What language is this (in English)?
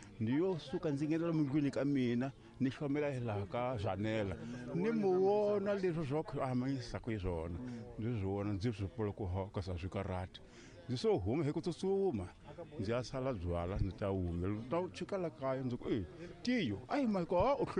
Tsonga